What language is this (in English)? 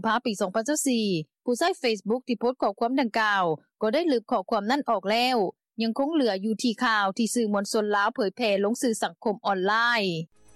Lao